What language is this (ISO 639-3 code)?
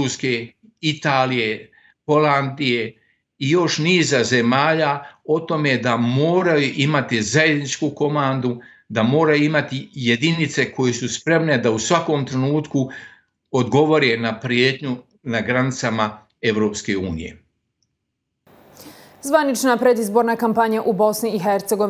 bos